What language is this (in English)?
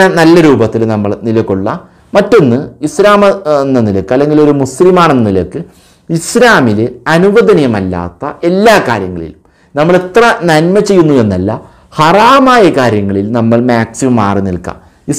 Malayalam